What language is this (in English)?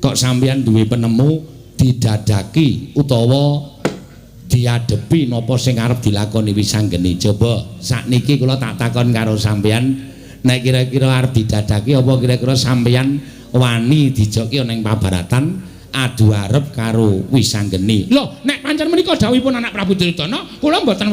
Javanese